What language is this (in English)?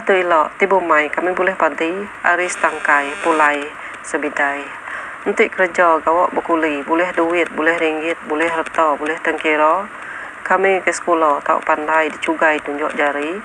Iban